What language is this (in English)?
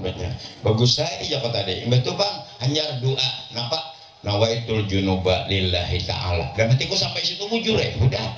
Banjar